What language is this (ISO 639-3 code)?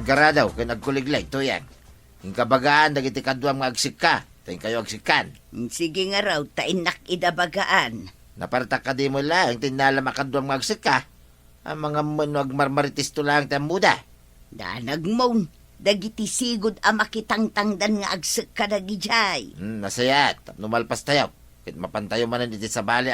ilo